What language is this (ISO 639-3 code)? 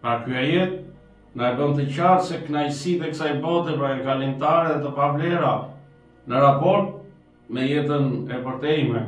sqi